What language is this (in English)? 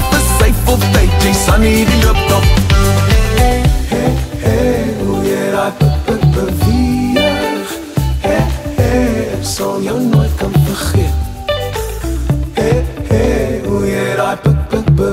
Afrikaans